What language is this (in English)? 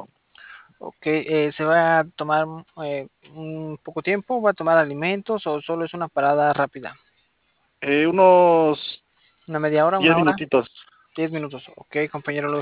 Spanish